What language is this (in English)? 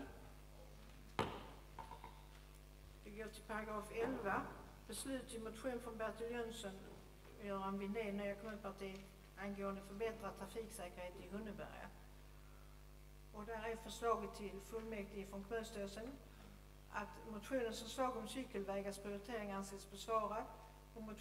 Swedish